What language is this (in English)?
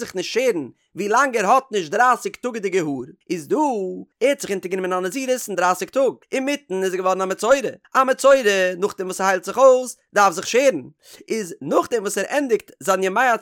Yiddish